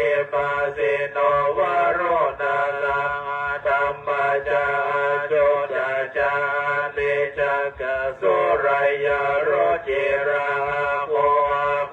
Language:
Pali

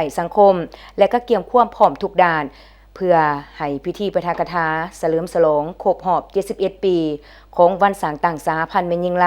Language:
Lao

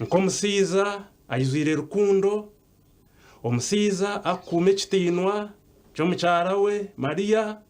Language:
Nyankole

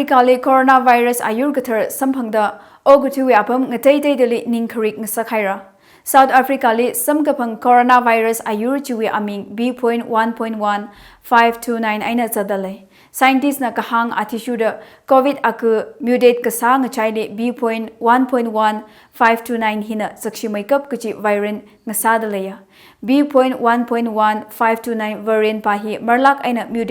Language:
Tangkhul Naga (India)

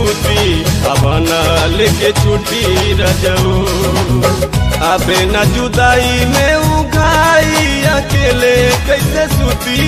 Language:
Bhojpuri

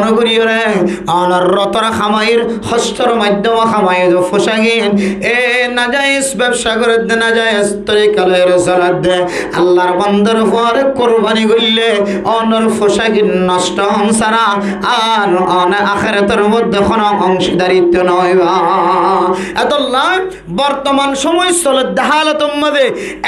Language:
Rohingya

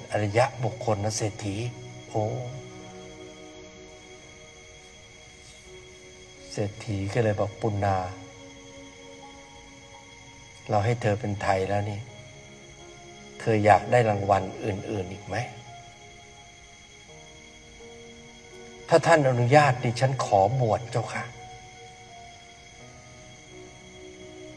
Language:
Thai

